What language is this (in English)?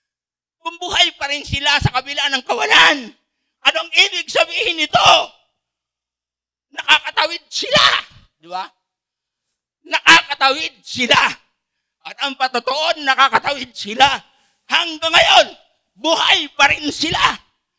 Filipino